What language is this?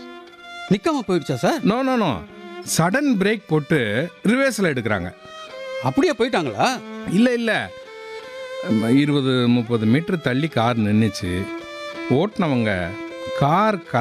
Tamil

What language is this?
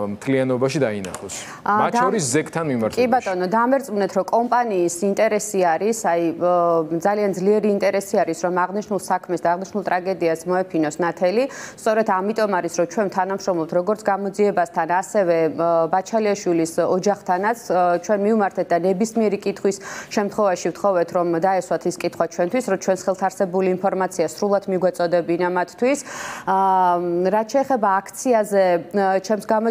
Georgian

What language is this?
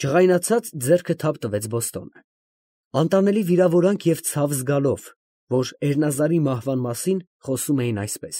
Armenian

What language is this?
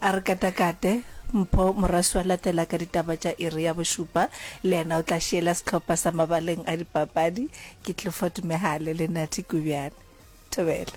Northern Sotho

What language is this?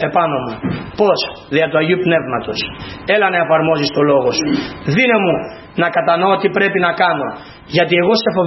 Greek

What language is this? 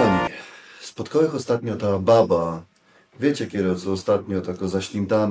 Silesian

